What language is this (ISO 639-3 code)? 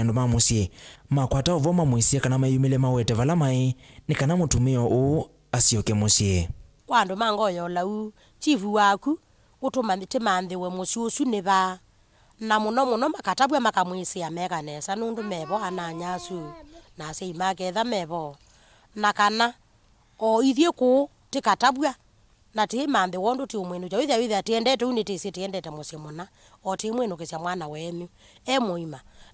kam